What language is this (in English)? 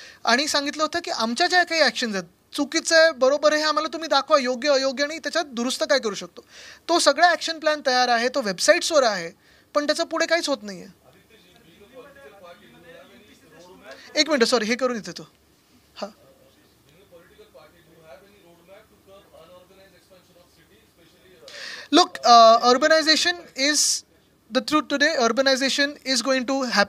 Marathi